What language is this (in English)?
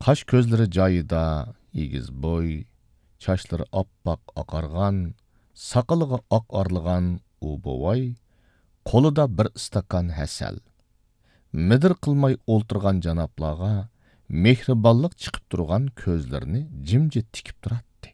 Uyghur